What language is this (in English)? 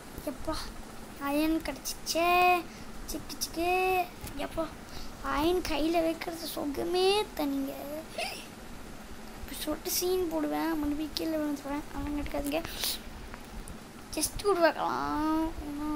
Tamil